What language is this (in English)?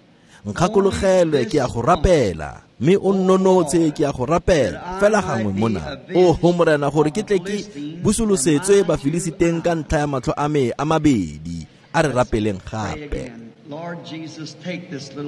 Tswana